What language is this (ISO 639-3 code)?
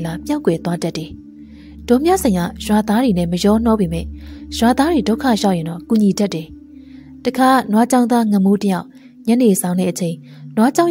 mya